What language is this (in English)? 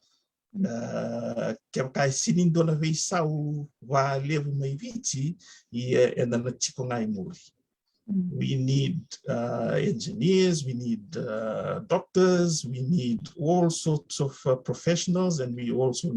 Fijian